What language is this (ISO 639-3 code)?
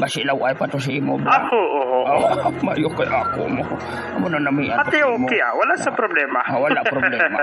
hil